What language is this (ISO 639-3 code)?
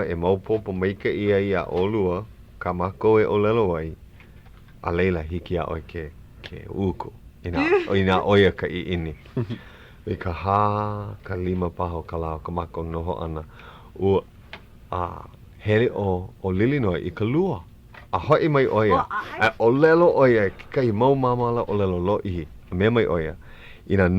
haw